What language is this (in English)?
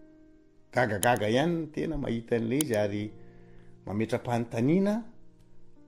Malagasy